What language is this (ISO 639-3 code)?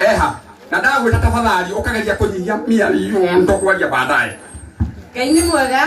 kik